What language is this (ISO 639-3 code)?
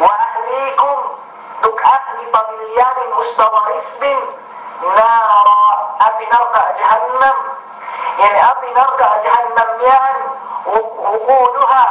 yka